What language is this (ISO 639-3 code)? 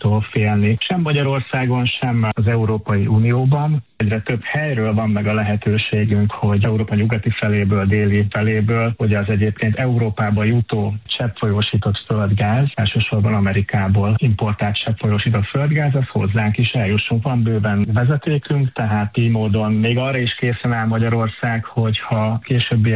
hun